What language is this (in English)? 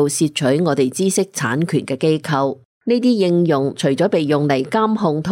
Cantonese